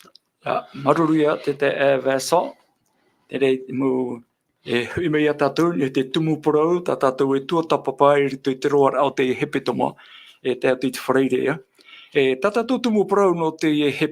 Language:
Tahitian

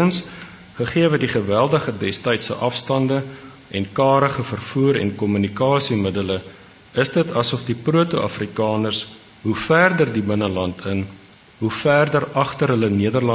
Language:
Afrikaans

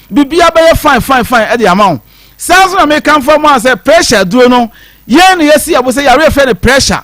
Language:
Akan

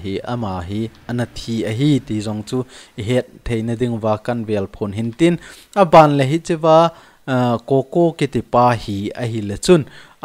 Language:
Thado Chin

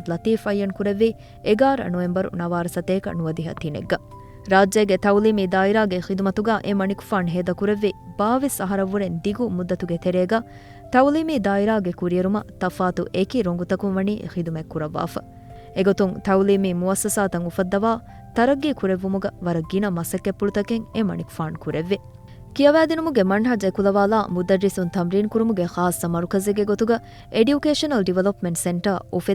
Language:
Divehi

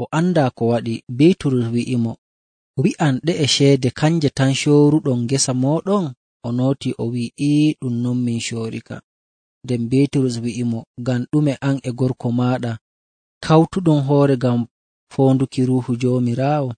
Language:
Nigerian Fulfulde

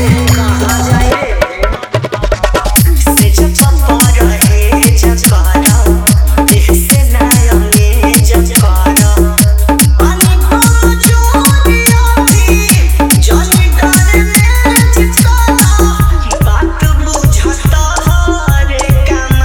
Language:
Bhojpuri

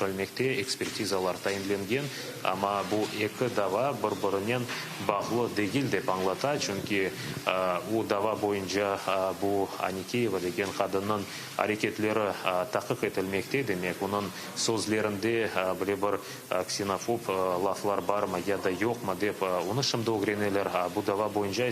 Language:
Crimean Tatar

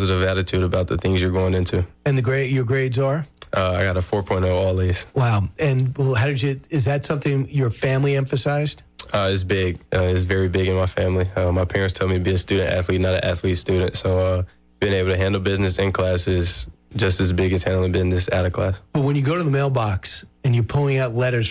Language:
English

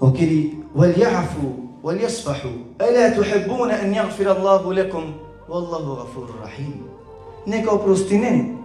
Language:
Balkan Romani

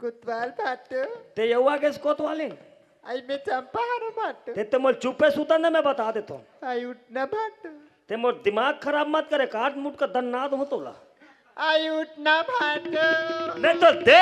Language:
Chhattisgarhi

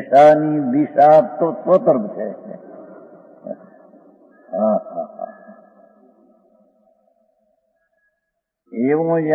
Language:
Gujarati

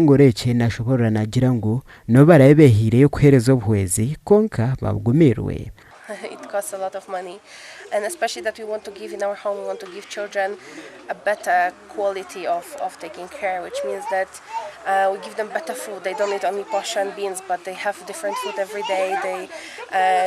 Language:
Nyankole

